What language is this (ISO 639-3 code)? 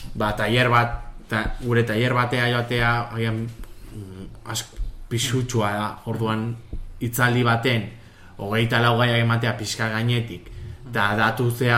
eus